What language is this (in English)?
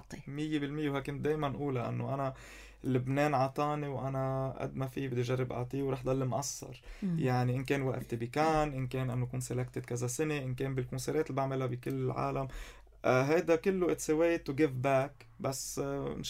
North Levantine Arabic